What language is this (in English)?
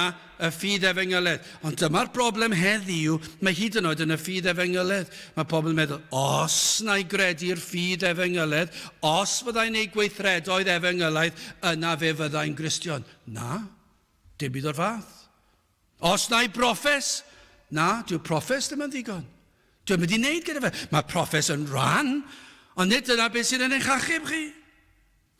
Welsh